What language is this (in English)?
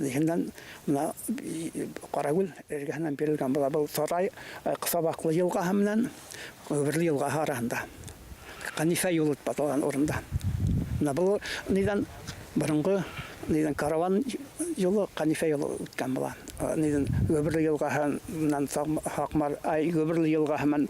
Bashkir